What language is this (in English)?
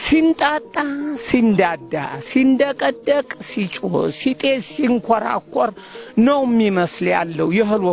Amharic